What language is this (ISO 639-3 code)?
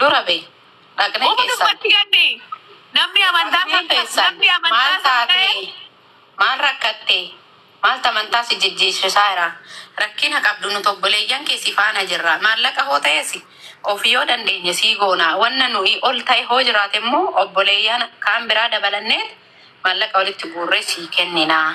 orm